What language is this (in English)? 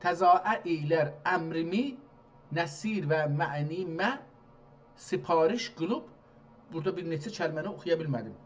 South Azerbaijani